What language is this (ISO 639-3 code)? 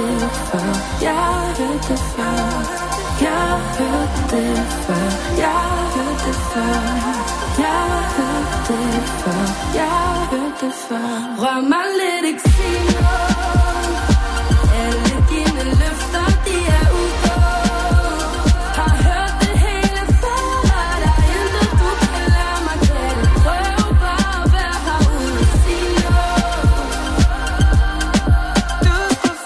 dan